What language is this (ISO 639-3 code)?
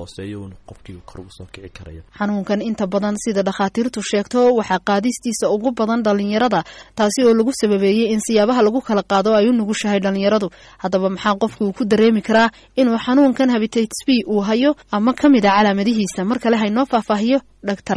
som